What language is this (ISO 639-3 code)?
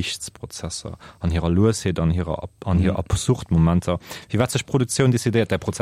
ltz